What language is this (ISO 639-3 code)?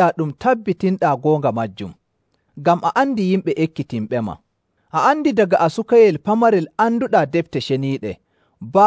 fuv